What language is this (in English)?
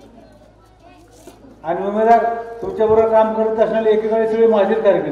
Marathi